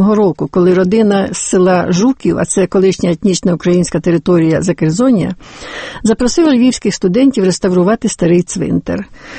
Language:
Ukrainian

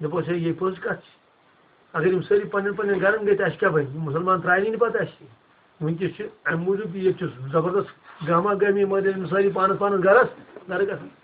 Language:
Kashmiri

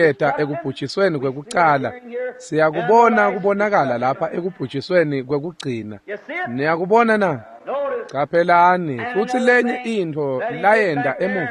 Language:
Swati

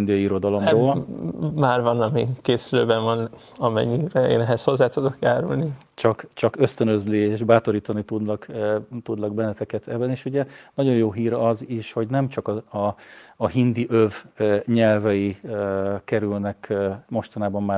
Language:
Hungarian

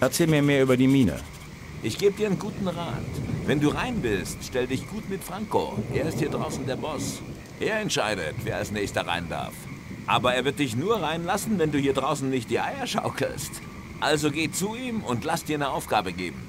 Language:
Bavarian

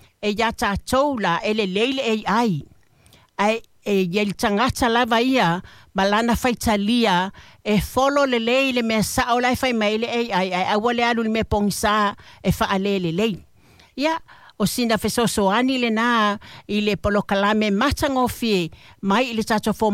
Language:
Samoan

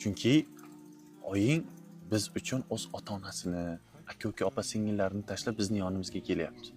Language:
Uzbek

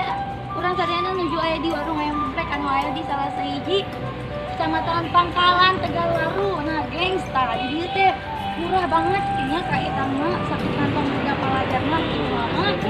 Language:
Sundanese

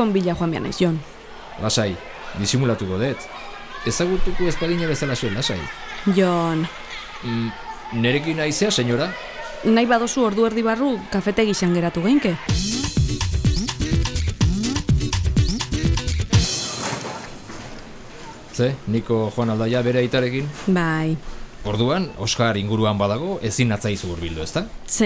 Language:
Basque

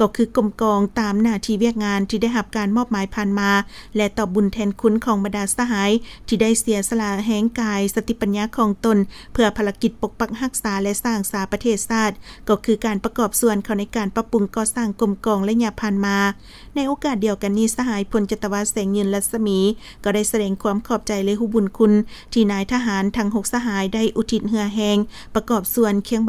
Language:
Lao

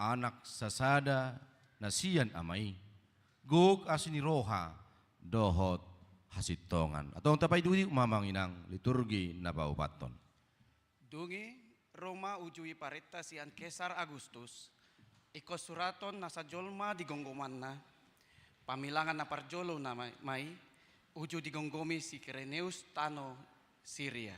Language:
Batak Toba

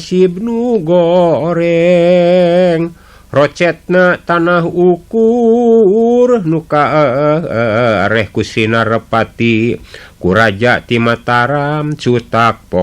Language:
Sundanese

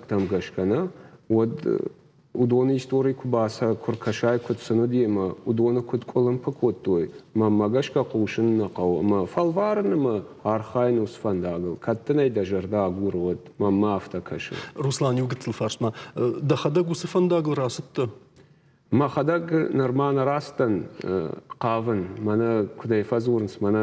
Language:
Ossetic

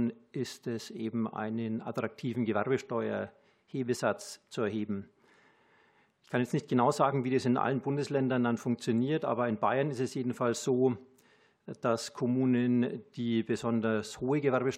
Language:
German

